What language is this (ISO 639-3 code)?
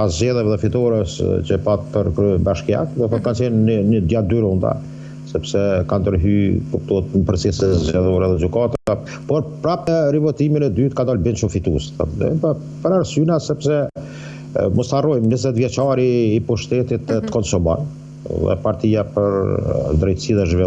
sqi